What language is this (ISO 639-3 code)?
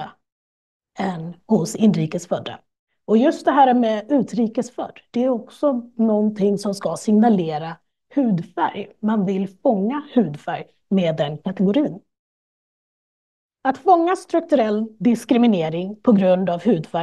swe